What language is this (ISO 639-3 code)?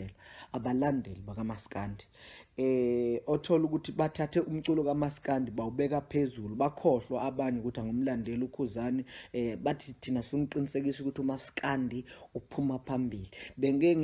zul